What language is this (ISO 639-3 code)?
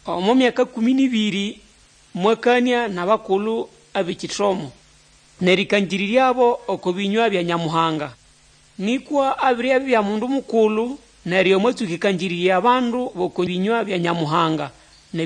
nnb